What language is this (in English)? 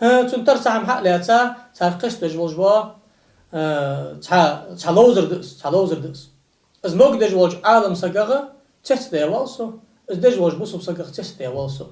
Ingush